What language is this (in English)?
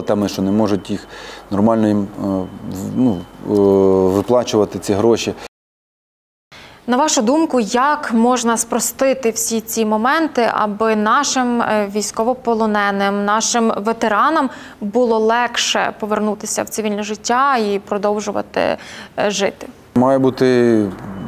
Ukrainian